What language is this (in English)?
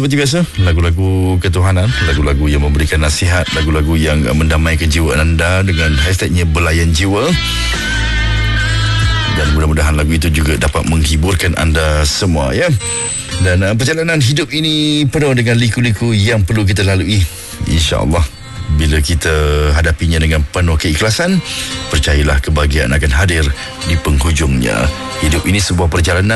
Malay